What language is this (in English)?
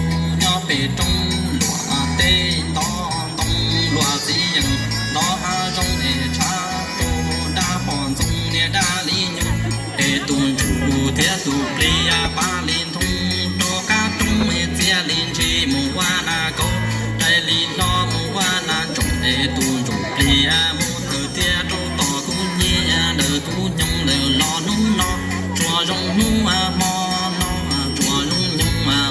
Hmong